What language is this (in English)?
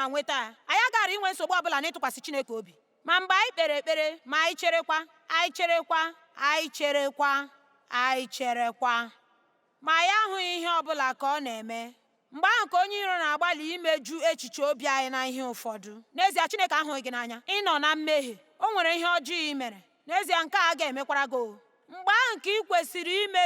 Igbo